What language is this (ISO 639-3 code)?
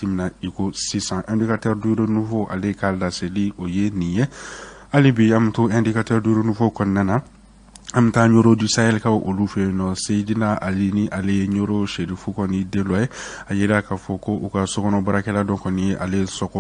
bam